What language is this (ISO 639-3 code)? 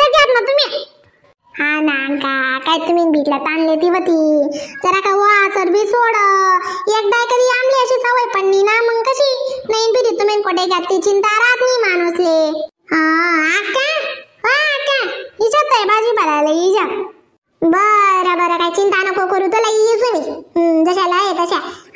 khn